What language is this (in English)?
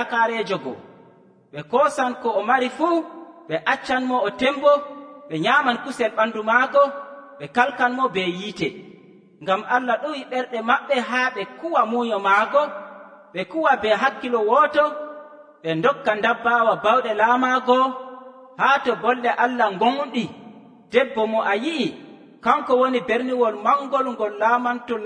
Nigerian Fulfulde